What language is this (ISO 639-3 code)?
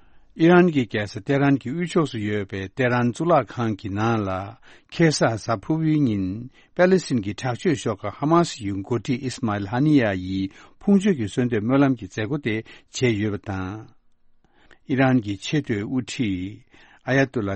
bod